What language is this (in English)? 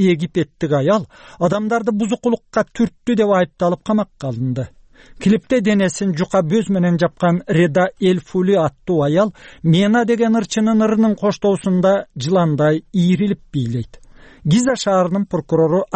Kyrgyz